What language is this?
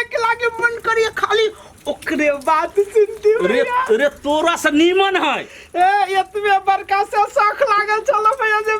Maithili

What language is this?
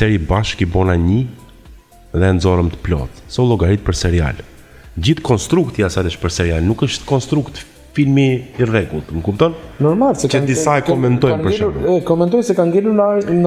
Albanian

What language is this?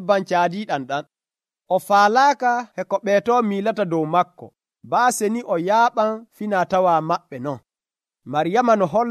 Nigerian Fulfulde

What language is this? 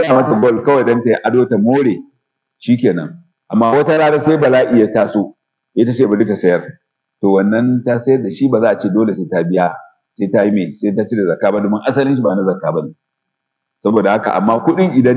Hausa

